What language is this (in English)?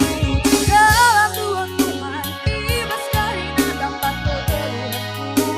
Batak Karo